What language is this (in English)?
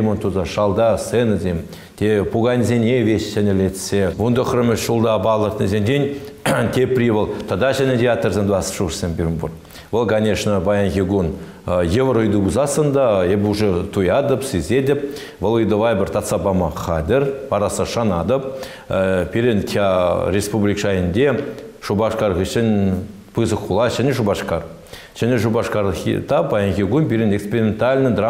Chuvash